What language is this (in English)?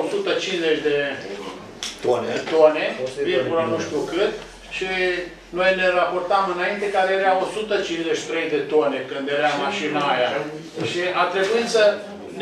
Romanian